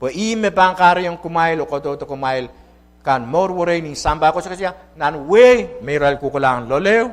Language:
Pohnpeian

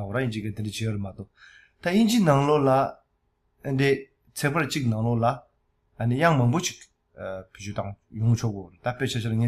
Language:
Tibetan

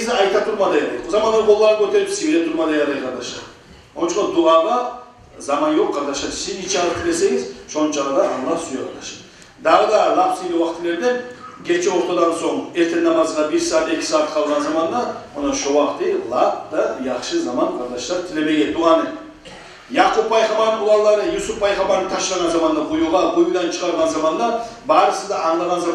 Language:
Kumyk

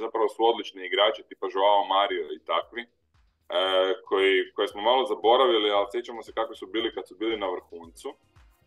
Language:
Croatian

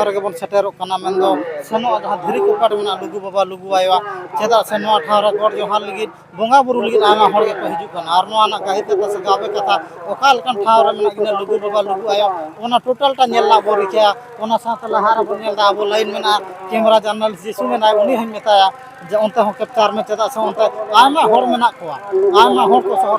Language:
Santali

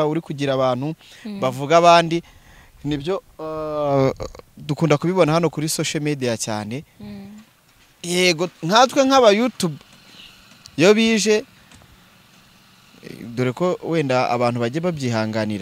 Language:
Kinyarwanda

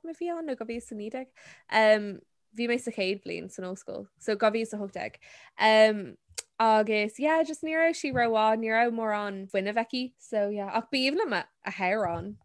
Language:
Irish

